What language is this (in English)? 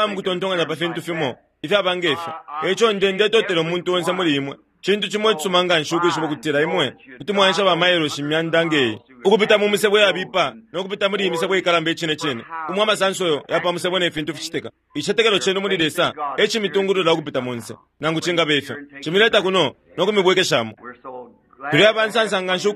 Bemba